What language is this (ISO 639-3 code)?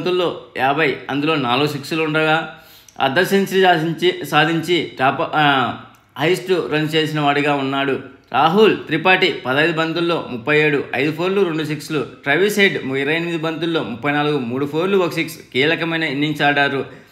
tel